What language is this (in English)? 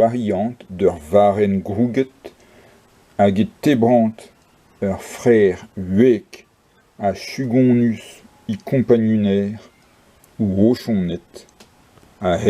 Breton